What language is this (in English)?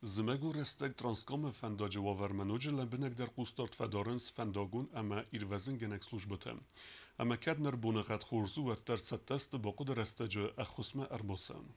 Ossetic